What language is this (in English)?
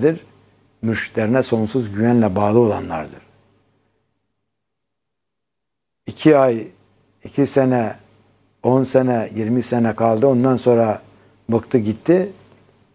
Turkish